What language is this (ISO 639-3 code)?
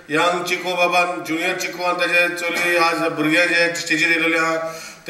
kok